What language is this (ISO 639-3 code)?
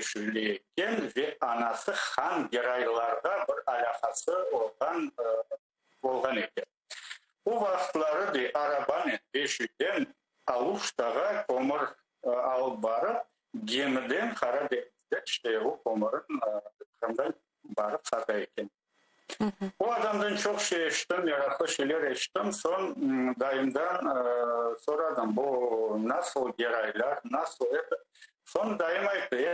crh